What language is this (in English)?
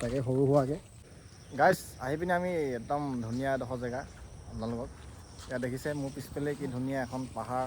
Assamese